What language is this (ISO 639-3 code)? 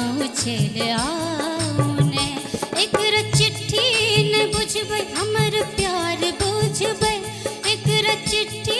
mai